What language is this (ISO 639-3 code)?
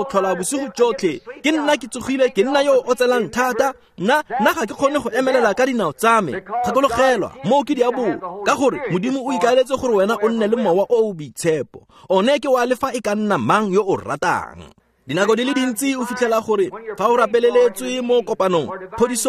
tsn